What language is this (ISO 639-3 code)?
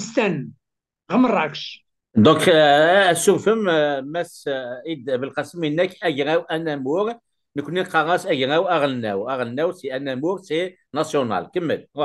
kab